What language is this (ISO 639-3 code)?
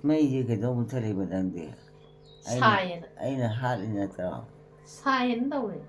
mni